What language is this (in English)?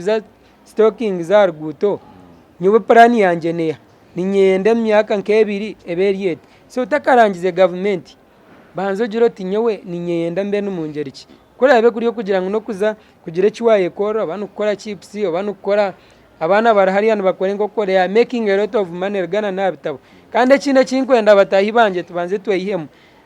Nyankole